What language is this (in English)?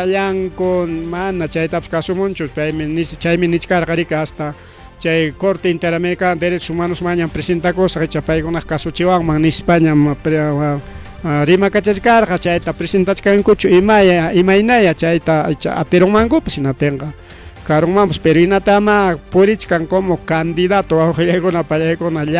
Ayacucho Quechua